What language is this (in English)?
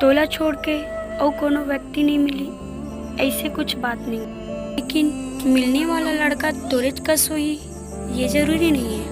Chhattisgarhi